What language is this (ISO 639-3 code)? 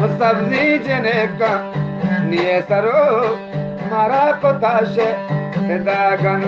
bgp